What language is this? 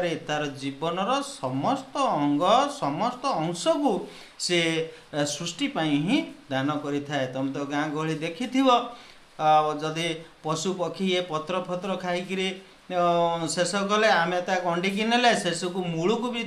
Odia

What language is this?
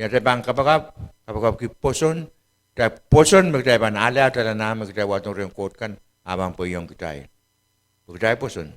Pohnpeian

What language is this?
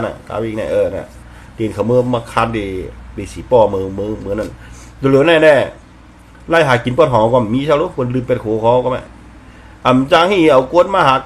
Shan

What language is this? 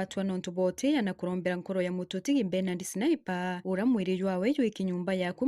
Meru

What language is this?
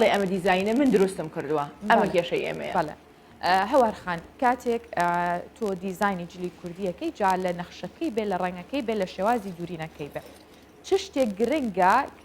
Central Kurdish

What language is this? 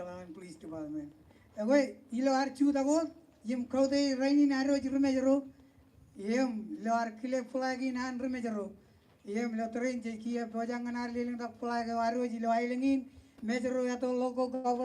Marshallese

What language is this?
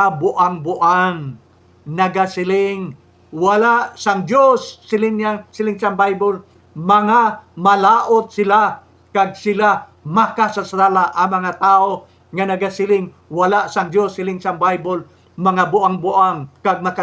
Hiligaynon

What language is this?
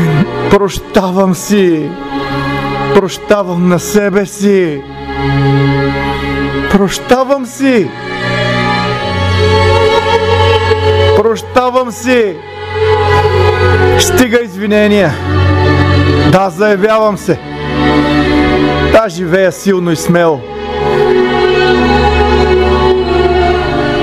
Bulgarian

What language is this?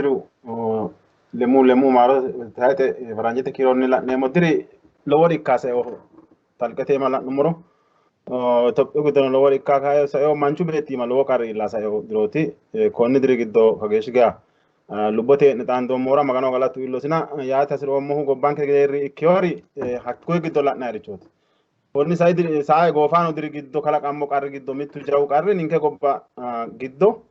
Sidamo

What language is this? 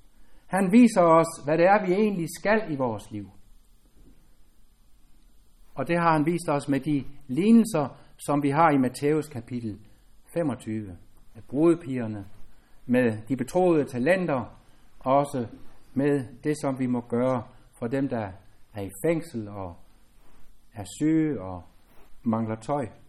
Danish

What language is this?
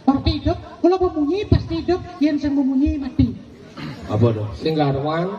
Balinese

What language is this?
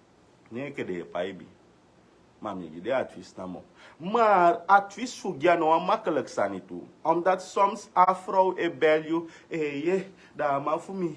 Sranan Tongo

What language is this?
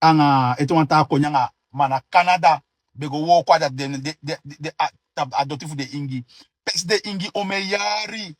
Sranan Tongo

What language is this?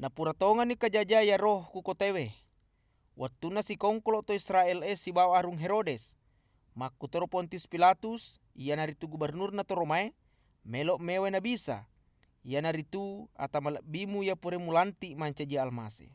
Buginese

